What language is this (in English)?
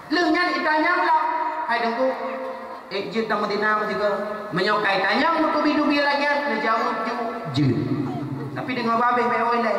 Achinese